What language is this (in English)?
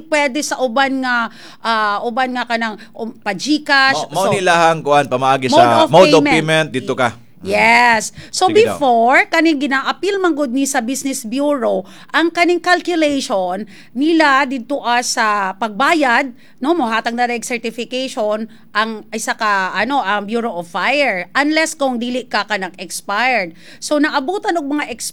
Cebuano